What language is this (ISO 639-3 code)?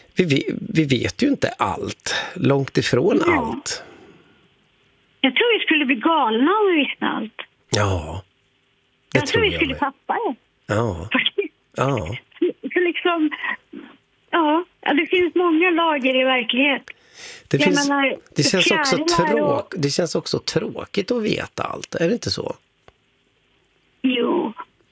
swe